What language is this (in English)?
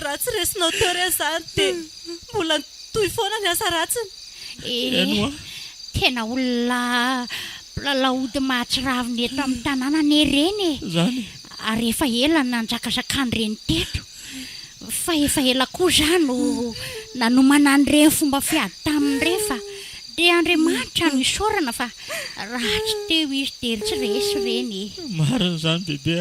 Malagasy